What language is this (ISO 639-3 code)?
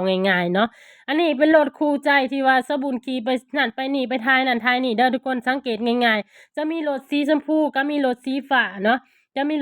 lao